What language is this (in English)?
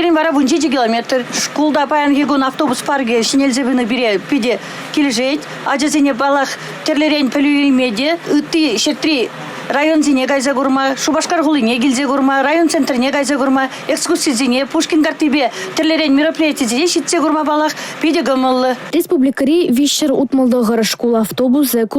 Chuvash